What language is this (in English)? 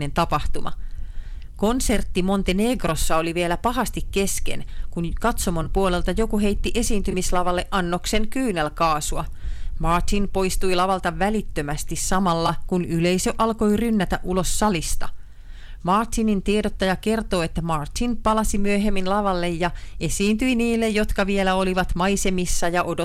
Finnish